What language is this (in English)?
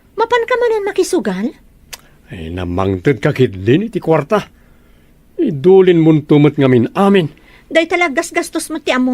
Iloko